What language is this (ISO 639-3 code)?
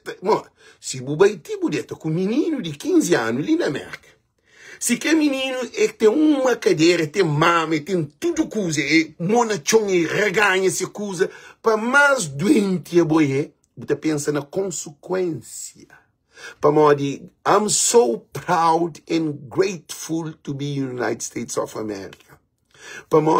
kea